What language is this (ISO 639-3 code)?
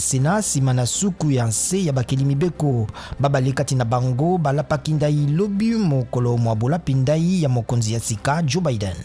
lin